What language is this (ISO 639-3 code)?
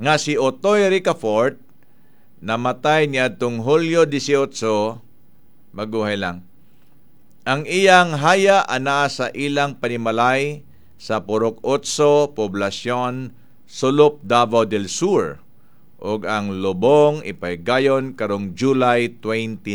ceb